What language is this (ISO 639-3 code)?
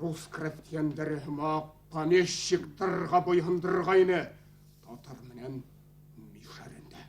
bak